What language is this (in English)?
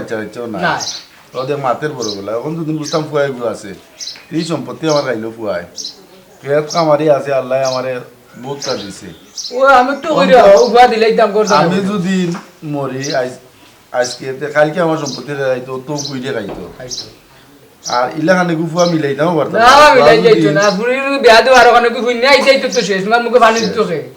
Sylheti